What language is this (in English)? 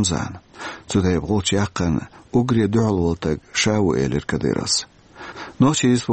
Chechen